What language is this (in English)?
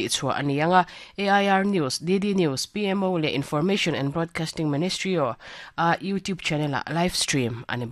Mizo